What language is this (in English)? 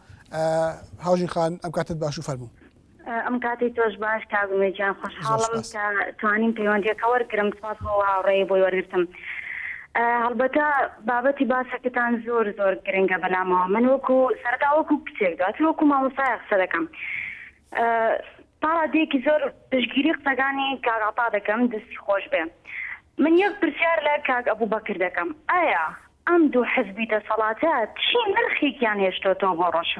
Central Kurdish